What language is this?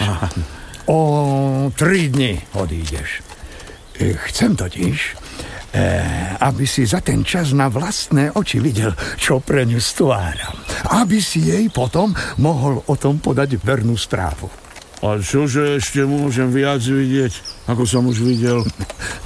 Slovak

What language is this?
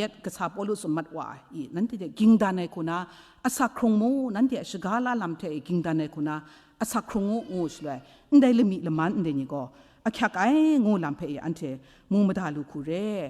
Kachin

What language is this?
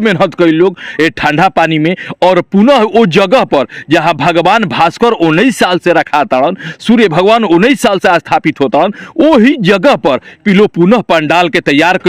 Bhojpuri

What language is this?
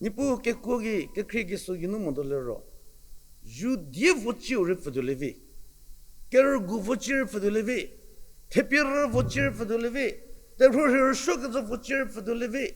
Angami Naga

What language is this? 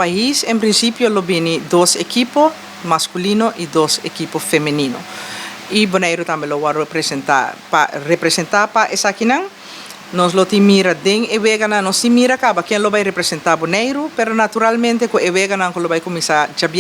Papiamento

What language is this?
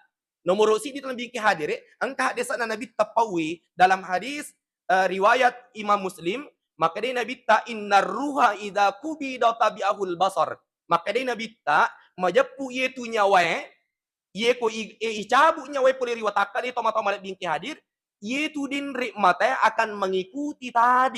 Buginese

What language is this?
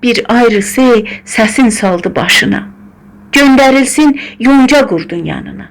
South Azerbaijani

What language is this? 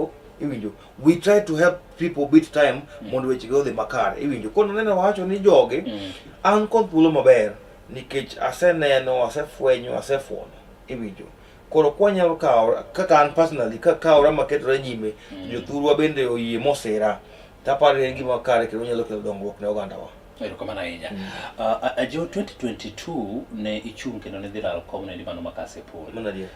Luo (Kenya and Tanzania)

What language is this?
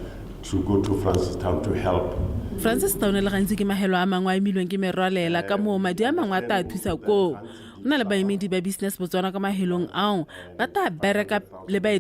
Tswana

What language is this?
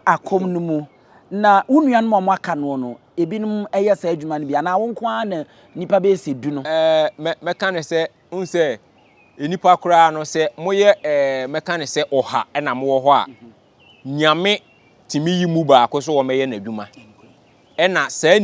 Akan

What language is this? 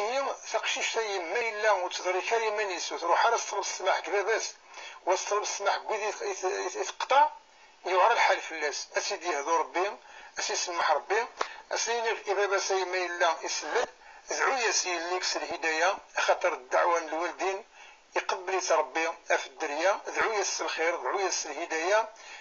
Kabyle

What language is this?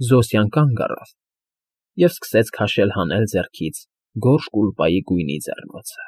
Armenian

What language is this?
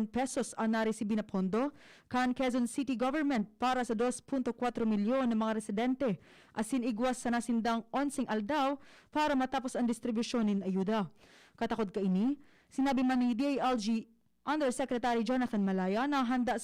Bikol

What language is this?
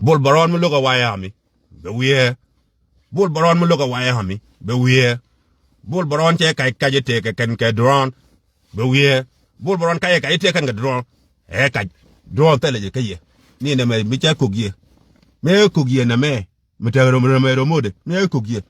Nuer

